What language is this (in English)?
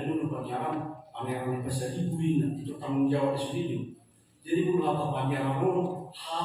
Batak Toba